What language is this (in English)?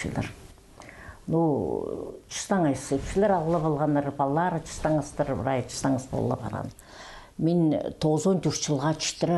Khakas